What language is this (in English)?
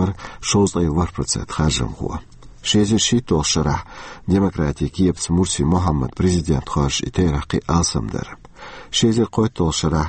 Chechen